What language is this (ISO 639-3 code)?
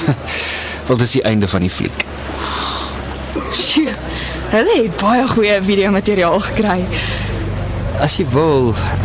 afr